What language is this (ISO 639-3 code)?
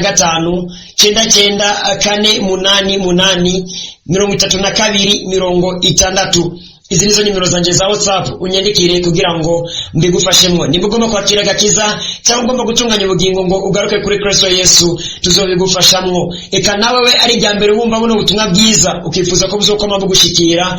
run